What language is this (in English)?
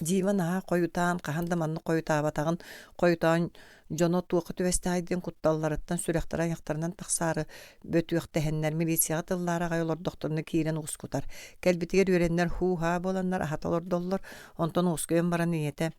Yakut